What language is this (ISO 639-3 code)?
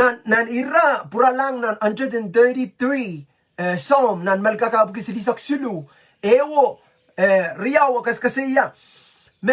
pon